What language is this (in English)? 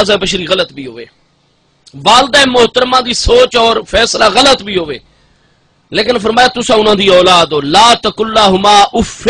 Saraiki